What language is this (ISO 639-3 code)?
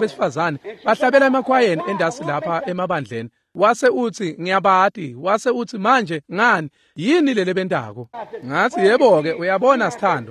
ssw